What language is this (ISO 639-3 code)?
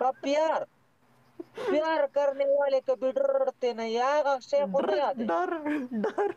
pus